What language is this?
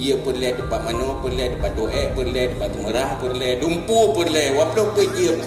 Achinese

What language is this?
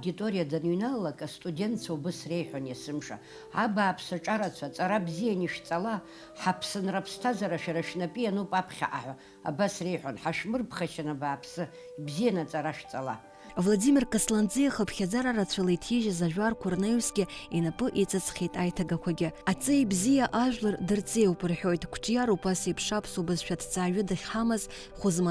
Abkhazian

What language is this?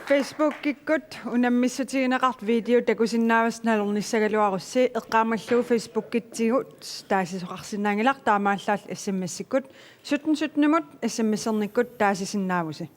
Kalaallisut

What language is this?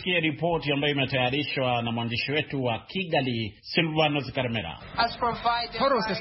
Swahili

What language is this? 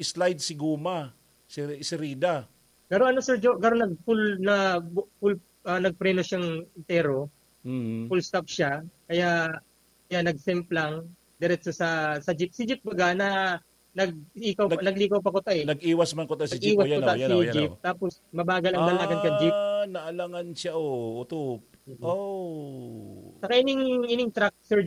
Bikol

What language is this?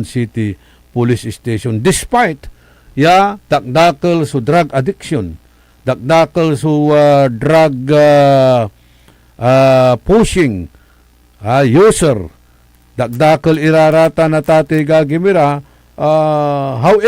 Pangasinan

